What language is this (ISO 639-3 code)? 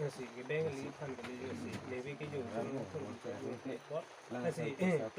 mjw